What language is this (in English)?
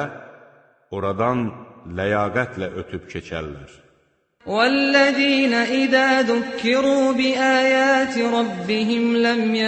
Azerbaijani